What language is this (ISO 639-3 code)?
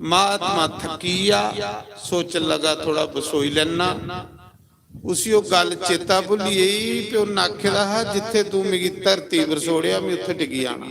doi